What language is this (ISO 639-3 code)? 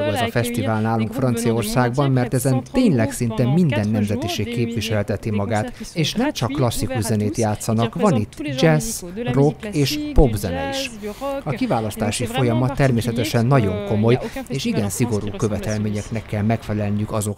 hun